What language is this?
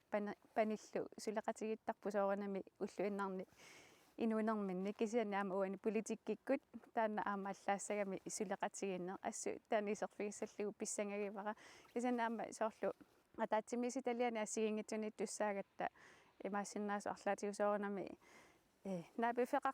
Kalaallisut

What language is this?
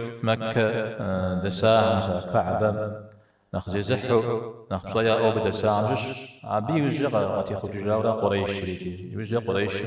Kabardian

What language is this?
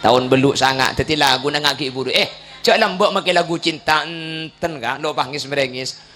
Madurese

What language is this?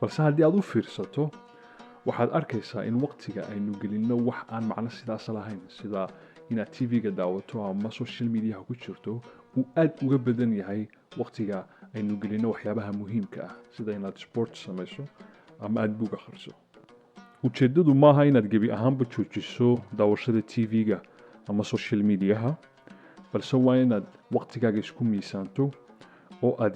Somali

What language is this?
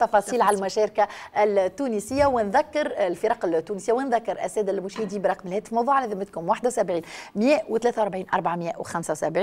Tunisian Arabic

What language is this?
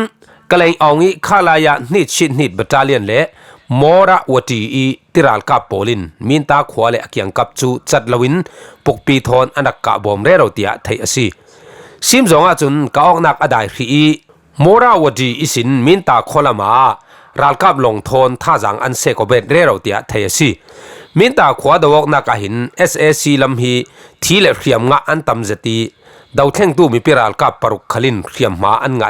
Falam Chin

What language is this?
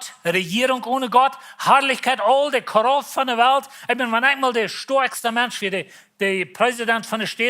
Plautdietsch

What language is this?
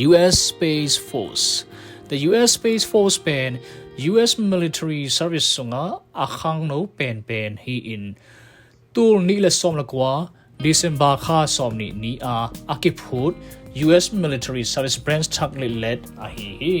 Tedim Chin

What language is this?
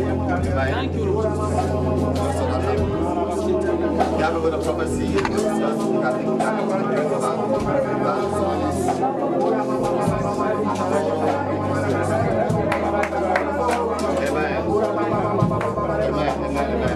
English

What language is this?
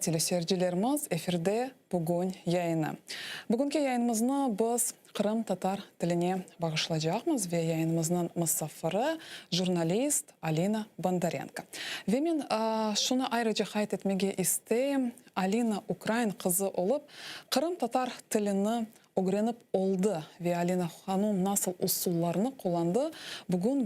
Crimean Tatar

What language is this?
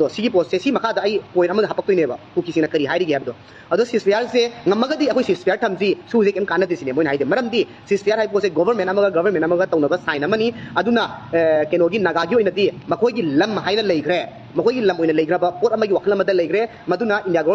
Manipuri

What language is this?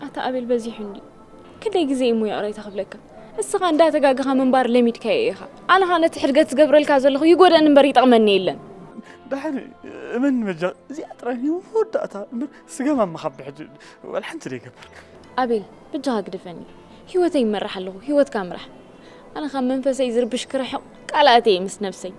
Tigrinya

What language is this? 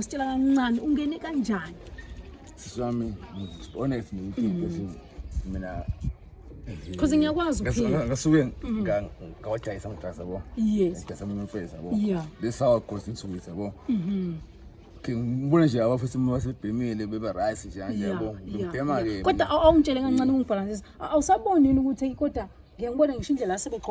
Zulu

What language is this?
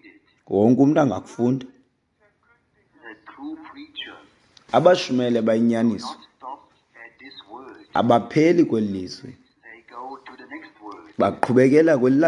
Xhosa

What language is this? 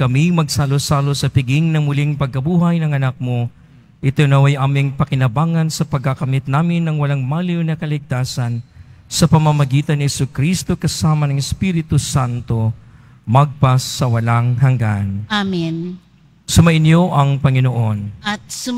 Filipino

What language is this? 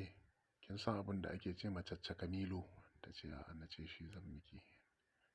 Hausa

